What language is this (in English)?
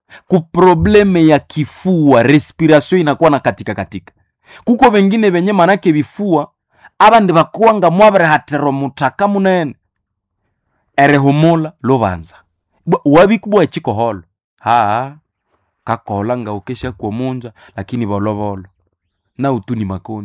Swahili